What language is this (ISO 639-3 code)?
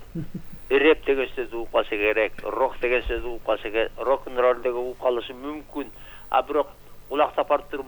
kir